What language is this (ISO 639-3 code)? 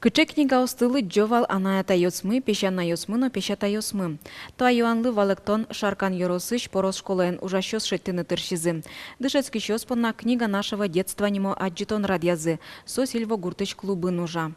udm